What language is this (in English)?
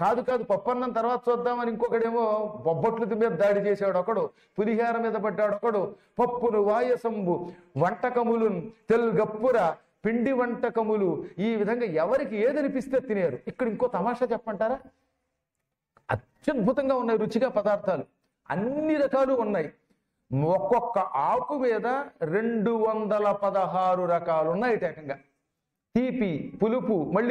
Telugu